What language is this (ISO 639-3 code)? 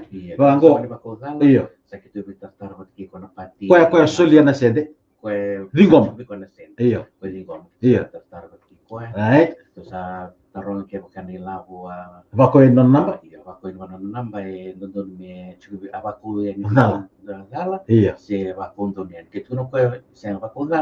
fij